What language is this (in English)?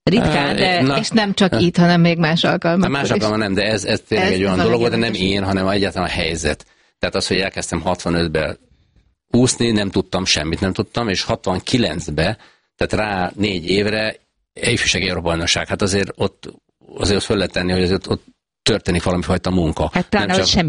Hungarian